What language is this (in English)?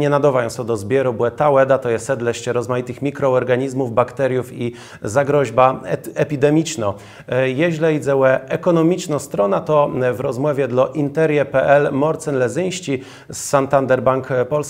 Kashubian